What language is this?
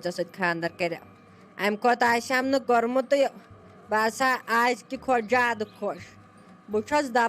Kashmiri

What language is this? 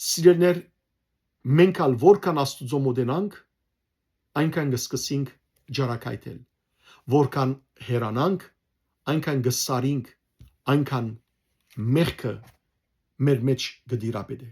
Western Armenian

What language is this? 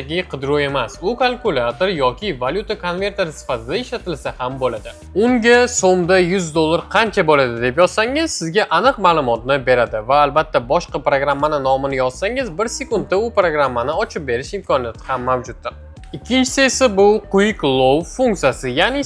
Uzbek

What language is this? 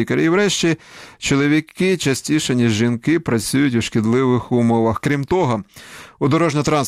Ukrainian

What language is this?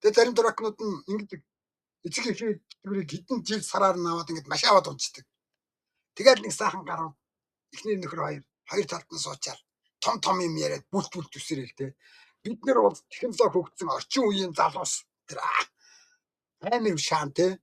Mongolian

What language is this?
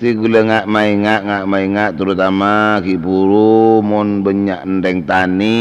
Madurese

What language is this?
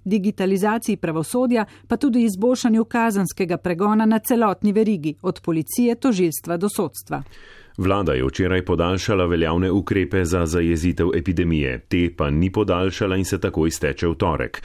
Slovenian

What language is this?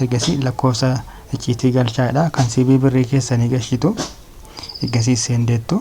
Oromo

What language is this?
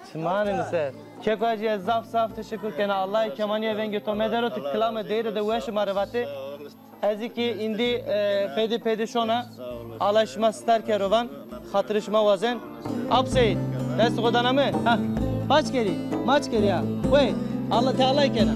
Zaza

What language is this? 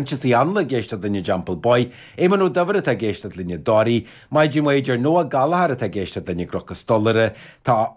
Irish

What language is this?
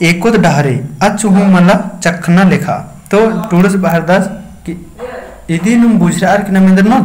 Kurukh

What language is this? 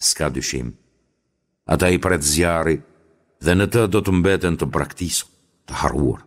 Albanian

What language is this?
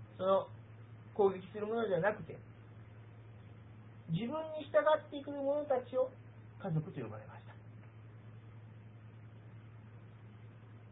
Japanese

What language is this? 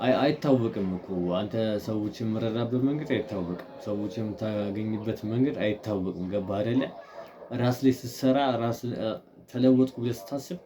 Amharic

